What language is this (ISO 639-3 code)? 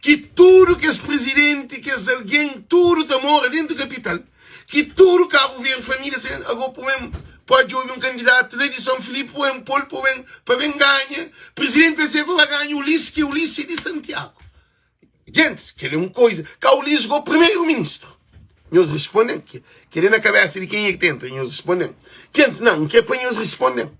kea